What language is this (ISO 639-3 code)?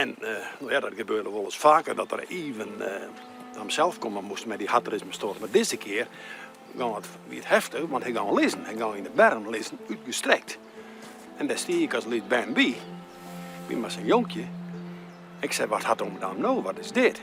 fry